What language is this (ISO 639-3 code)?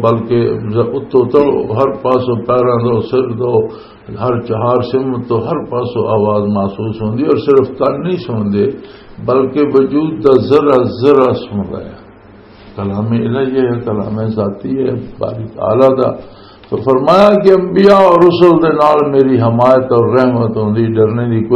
lah